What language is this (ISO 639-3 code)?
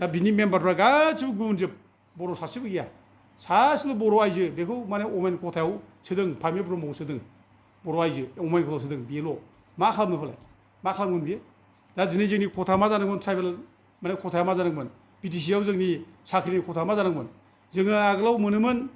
brx